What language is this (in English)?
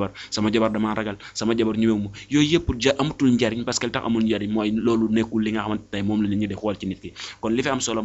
Wolof